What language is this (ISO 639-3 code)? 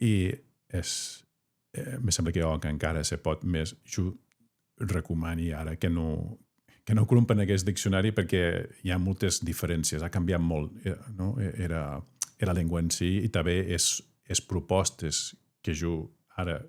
oci